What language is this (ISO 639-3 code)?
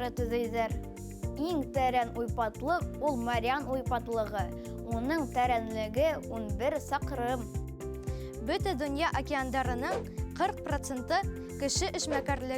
bak